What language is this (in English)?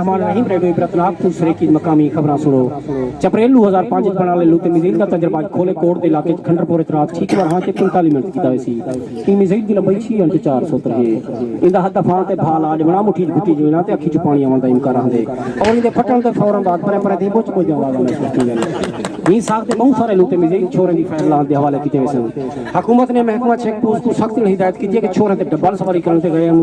Saraiki